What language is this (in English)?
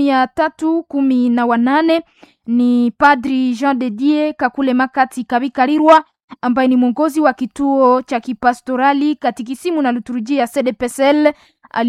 Swahili